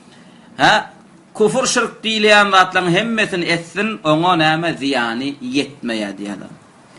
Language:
Turkmen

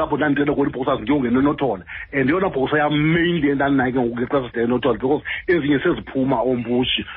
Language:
Xhosa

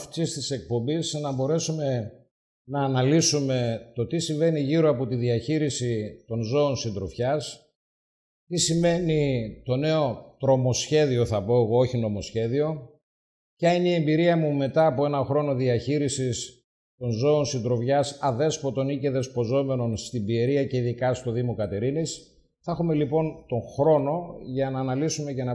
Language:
Greek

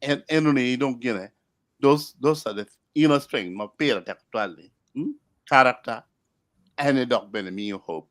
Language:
Acoli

